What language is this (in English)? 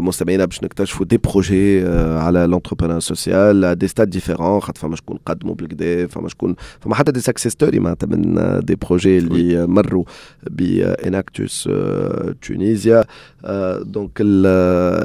Tunisian Arabic